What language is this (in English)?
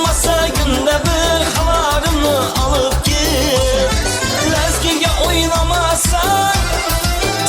Kara-Kalpak